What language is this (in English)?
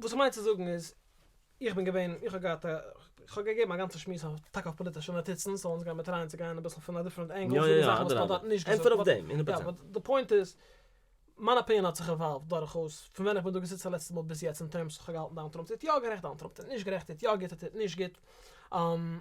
Yiddish